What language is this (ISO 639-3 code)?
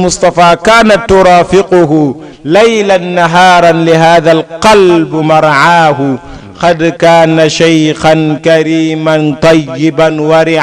ful